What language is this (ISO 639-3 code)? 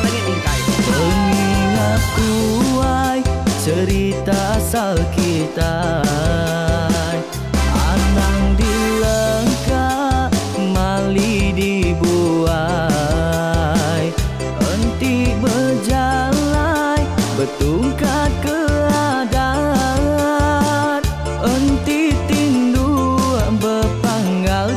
iba